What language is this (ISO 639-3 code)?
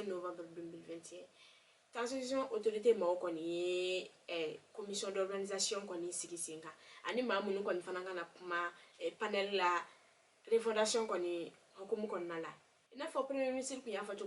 bam